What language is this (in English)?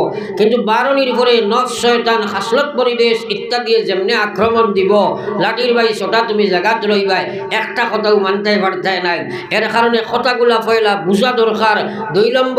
Sylheti